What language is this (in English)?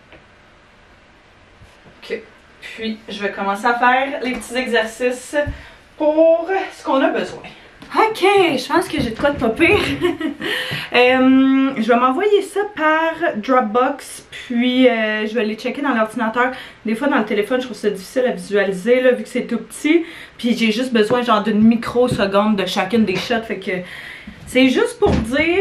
French